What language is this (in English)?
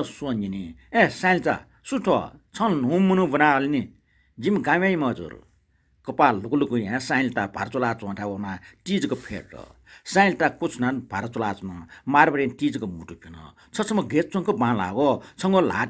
Newari